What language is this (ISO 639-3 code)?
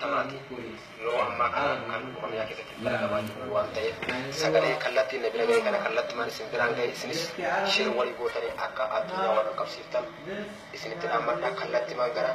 orm